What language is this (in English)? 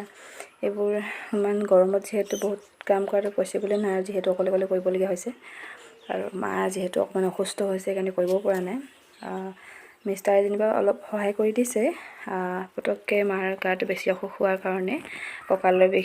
Assamese